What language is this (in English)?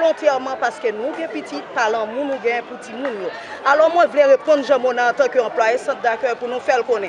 Haitian Creole